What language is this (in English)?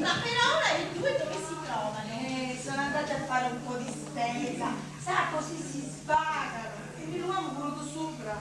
Sicilian